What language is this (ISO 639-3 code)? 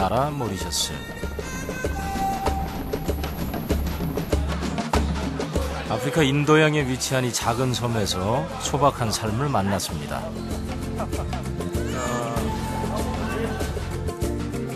kor